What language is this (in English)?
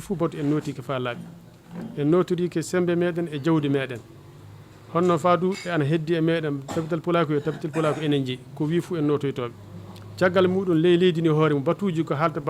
Fula